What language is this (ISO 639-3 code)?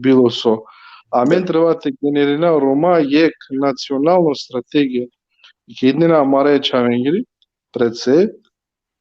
rmn